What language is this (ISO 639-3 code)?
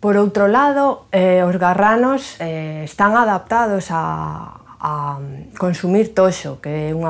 glg